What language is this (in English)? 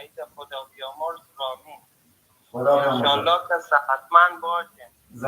Persian